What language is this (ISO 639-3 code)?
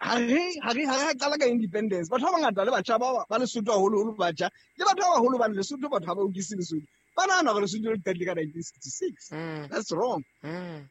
sot